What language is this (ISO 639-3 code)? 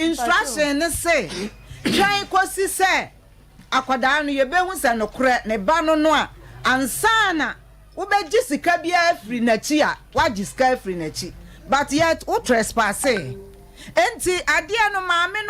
aka